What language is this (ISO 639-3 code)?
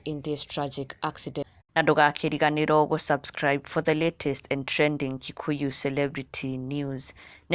kik